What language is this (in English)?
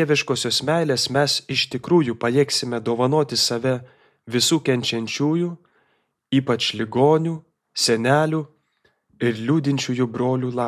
Lithuanian